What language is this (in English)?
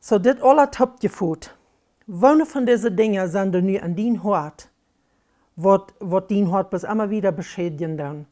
Plautdietsch